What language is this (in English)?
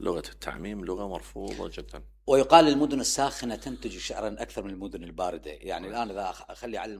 Mesopotamian Arabic